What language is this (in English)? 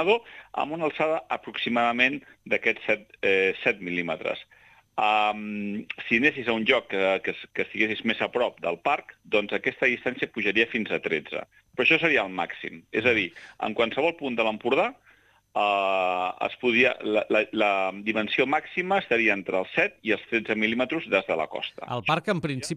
Catalan